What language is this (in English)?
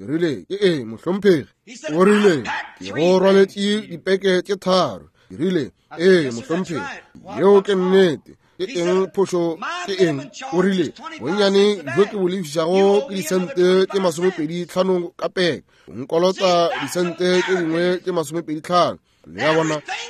Northern Sotho